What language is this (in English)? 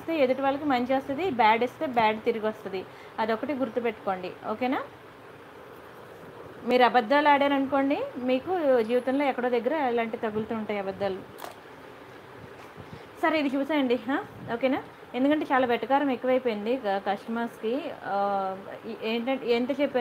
Telugu